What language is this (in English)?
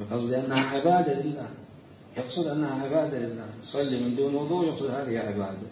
Mesopotamian Arabic